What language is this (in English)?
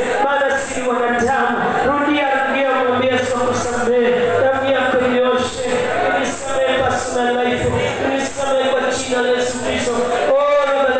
Swahili